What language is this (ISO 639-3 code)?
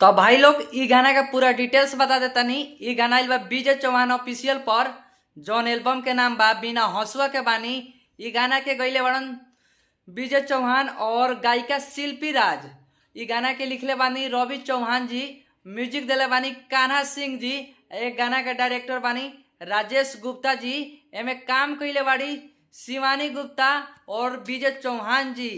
bho